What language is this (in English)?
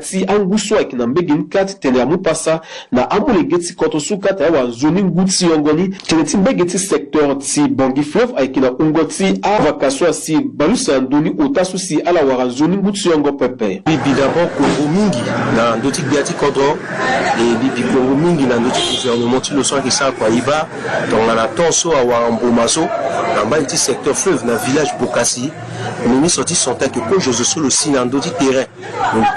Sango